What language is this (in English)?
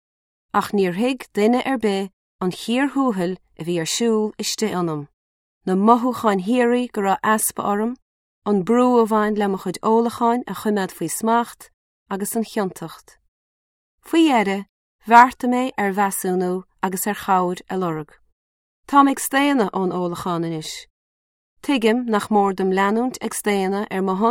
Irish